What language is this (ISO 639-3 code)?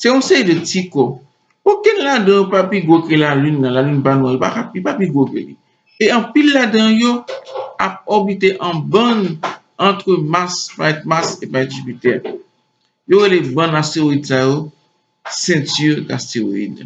hat